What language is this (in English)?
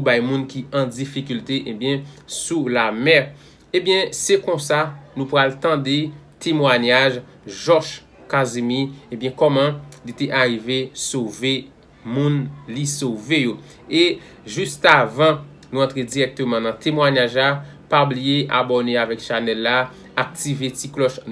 Haitian Creole